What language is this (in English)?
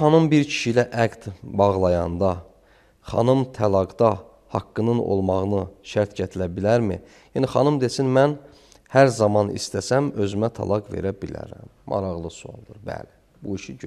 Azerbaijani